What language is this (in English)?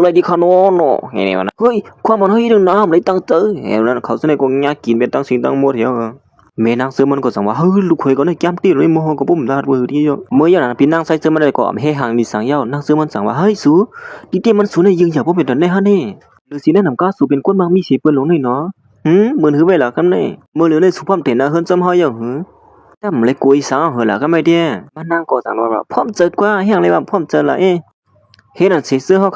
Shan